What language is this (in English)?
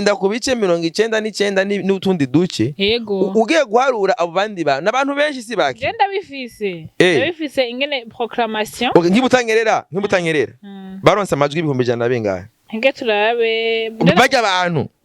Rundi